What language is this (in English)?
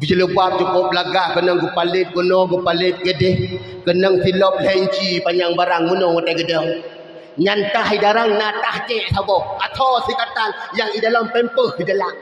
Achinese